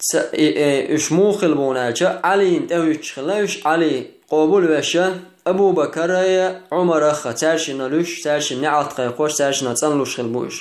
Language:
Chechen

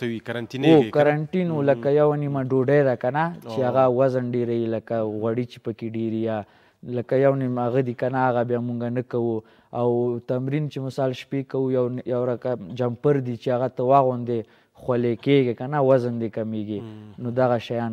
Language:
Pashto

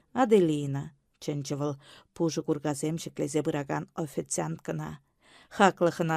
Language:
Chuvash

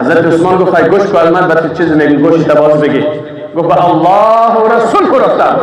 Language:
Persian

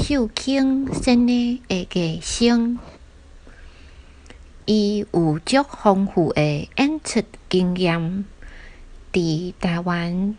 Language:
Min Nan Chinese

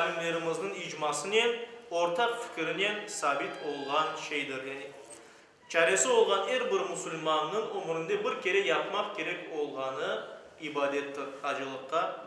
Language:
Crimean Tatar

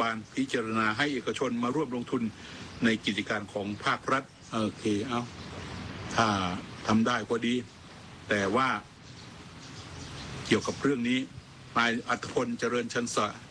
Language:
Thai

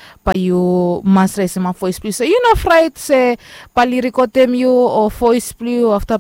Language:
Bislama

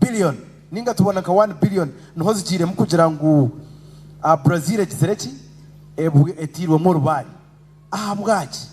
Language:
Nyankole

